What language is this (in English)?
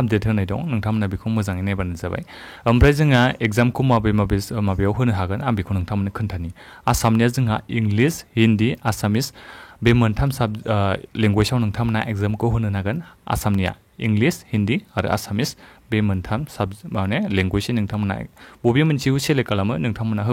Bodo